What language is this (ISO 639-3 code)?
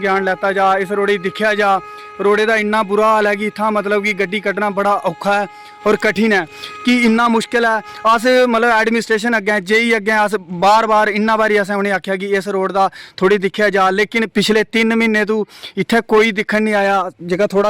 doi